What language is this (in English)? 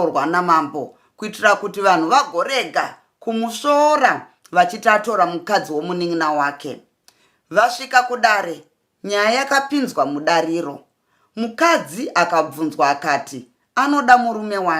Shona